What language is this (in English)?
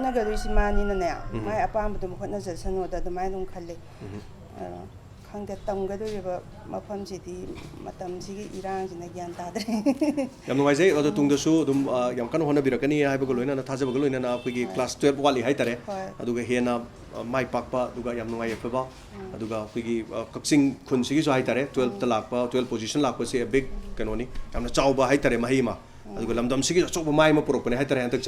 Manipuri